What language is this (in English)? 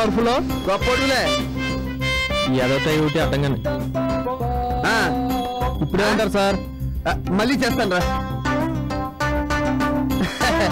Telugu